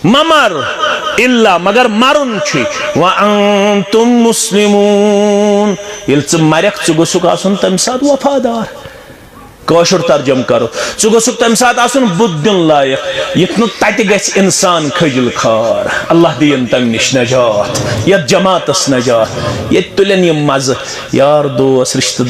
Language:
Kashmiri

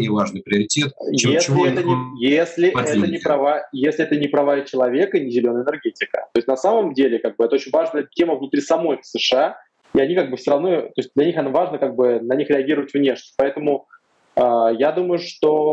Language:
Russian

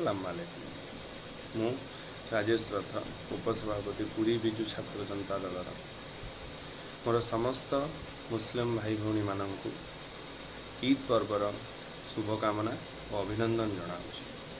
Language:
Odia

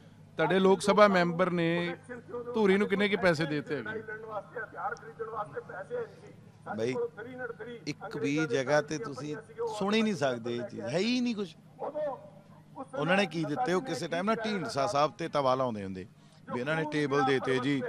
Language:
Punjabi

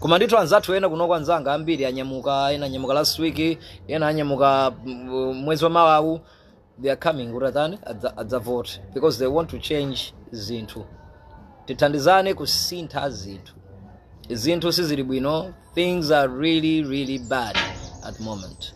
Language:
Nyanja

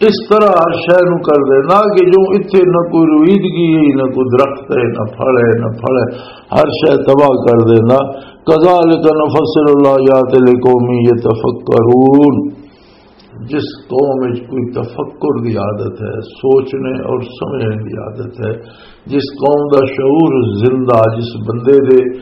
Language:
Western Panjabi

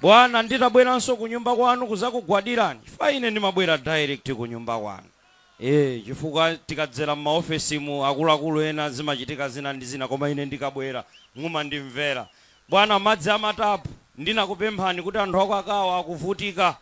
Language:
Nyanja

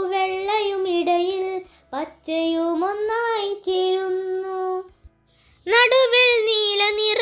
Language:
Malayalam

